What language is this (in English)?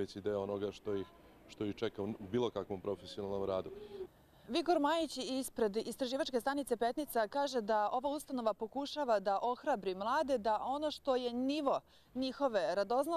Serbian